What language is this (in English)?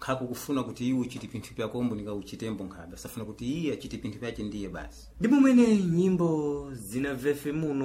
Sena